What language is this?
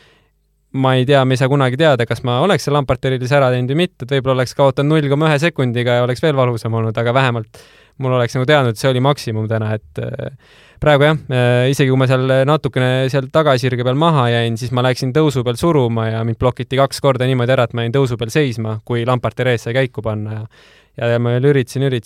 Estonian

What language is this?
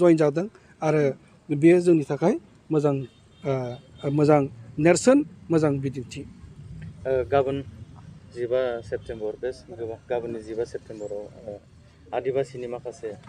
Bodo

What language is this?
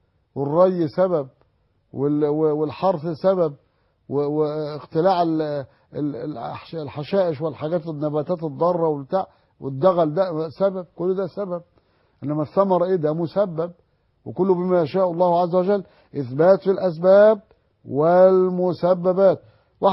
Egyptian Arabic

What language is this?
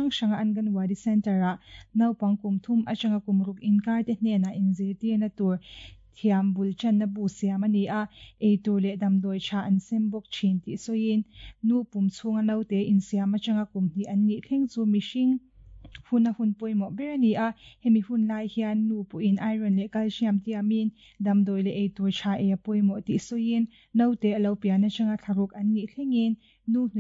Mizo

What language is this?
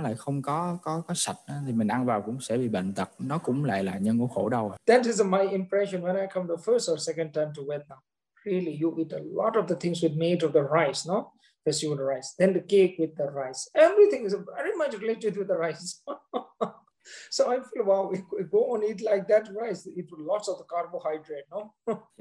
Vietnamese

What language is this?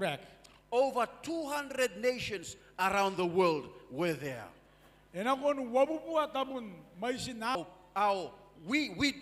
Gilbertese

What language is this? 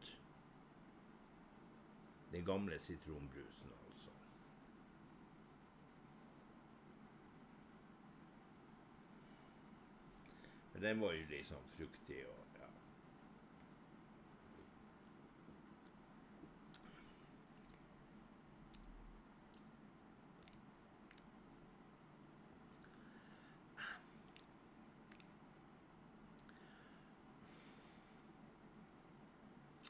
Norwegian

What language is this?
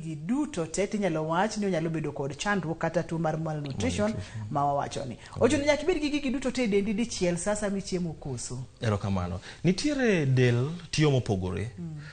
Luo (Kenya and Tanzania)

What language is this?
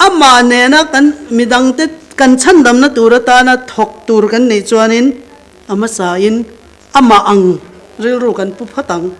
Mizo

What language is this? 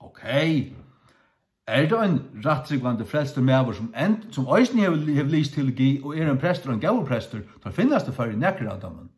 Faroese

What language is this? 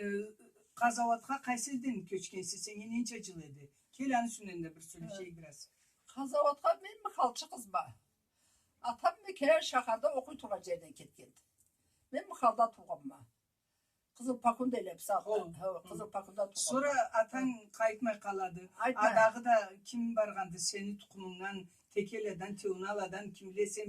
Karachay-Balkar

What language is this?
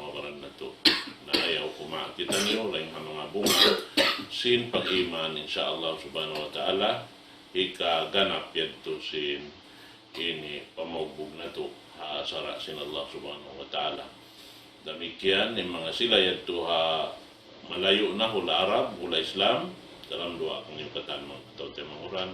Tausug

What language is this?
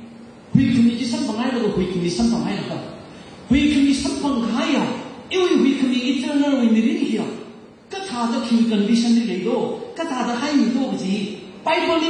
Tangkhul Naga (India)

